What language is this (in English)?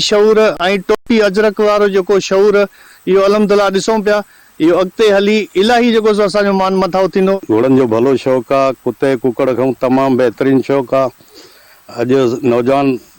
Sindhi